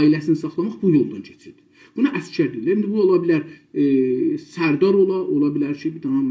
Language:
South Azerbaijani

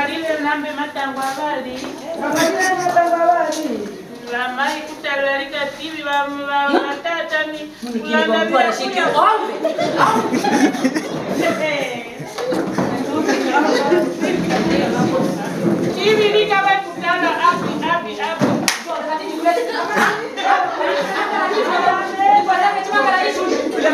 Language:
Swahili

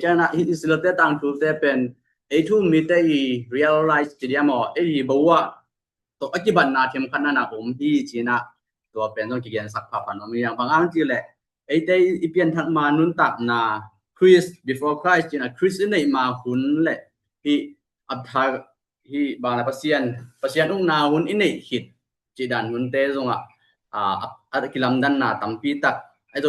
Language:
Tedim Chin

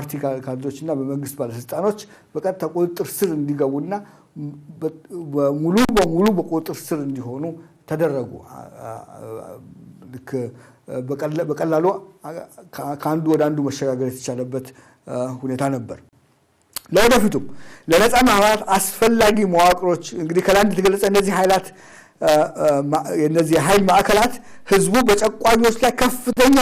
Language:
Amharic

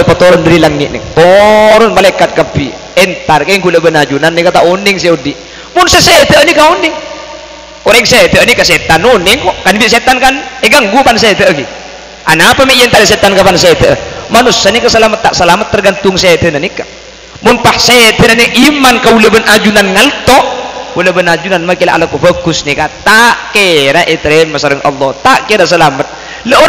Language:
Madurese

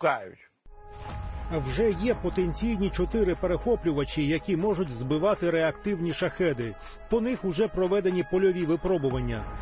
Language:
Ukrainian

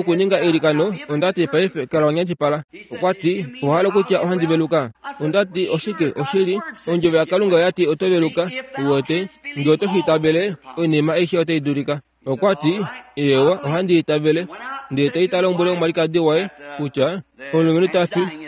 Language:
Kuanyama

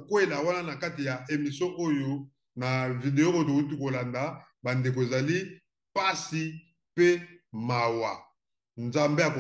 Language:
Lingala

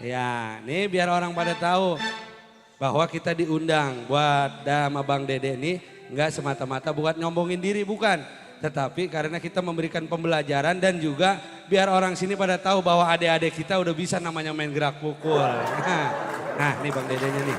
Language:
Betawi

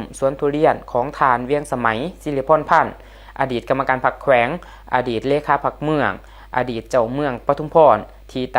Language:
Lao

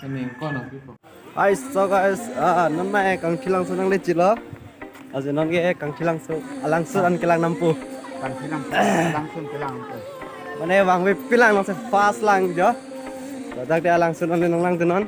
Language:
Karbi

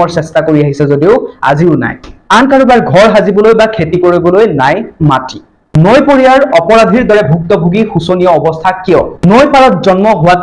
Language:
Assamese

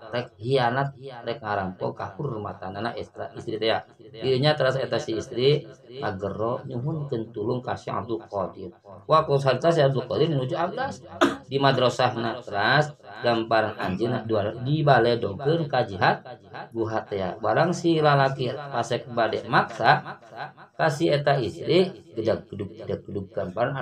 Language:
Sundanese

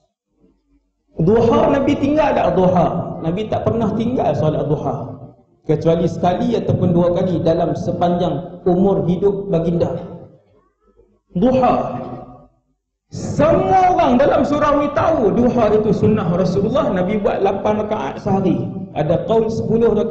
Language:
Malay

